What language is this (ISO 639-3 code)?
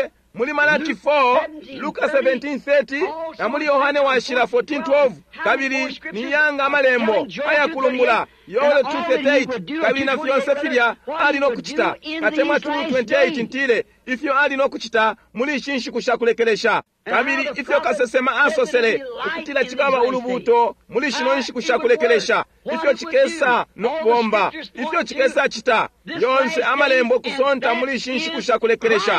bem